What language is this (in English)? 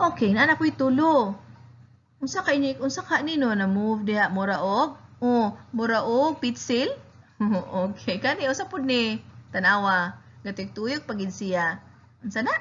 Cebuano